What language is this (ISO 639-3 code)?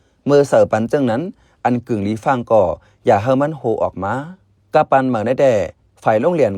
shn